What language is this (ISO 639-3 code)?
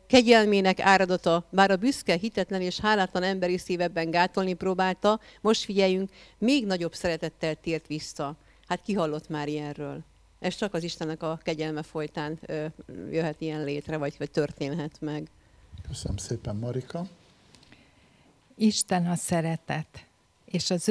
hun